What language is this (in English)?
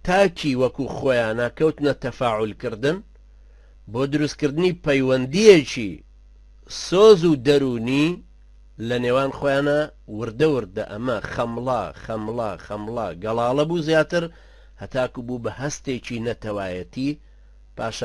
Central Kurdish